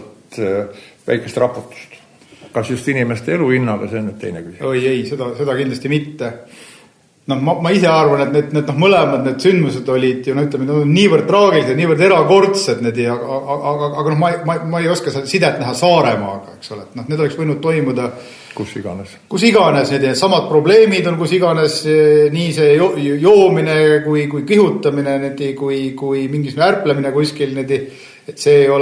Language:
Estonian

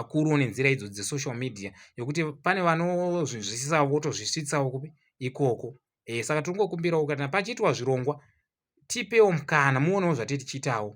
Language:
Shona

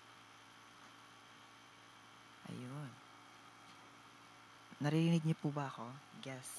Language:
Filipino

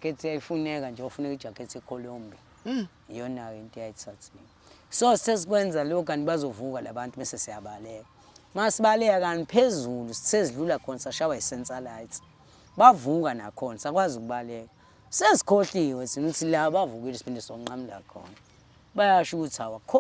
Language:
Zulu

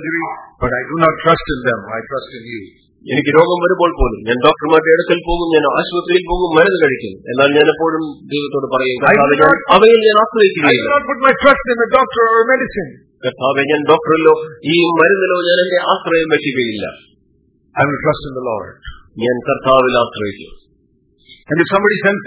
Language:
Malayalam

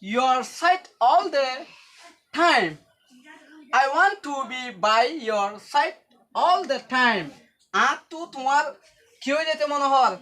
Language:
Rohingya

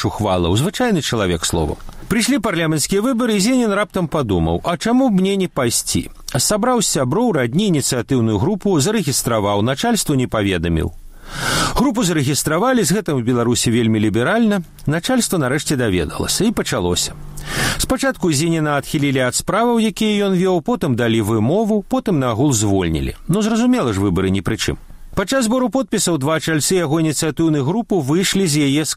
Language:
Belarusian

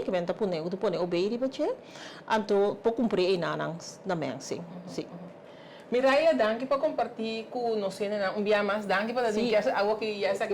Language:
Papiamento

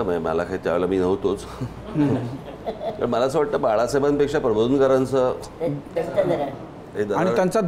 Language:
Marathi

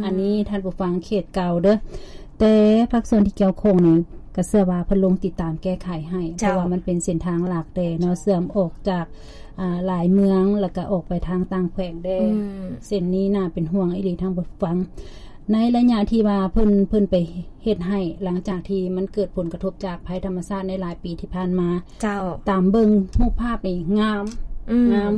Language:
Lao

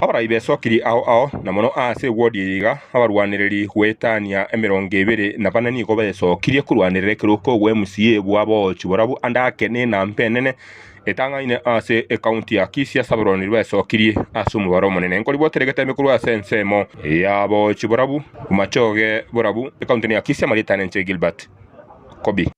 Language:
Gusii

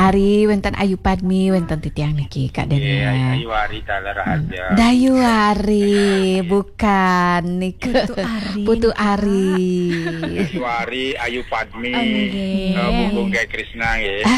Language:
Balinese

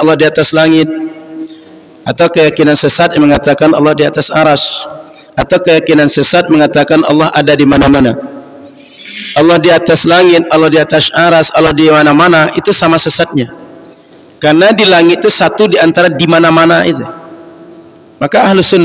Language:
Indonesian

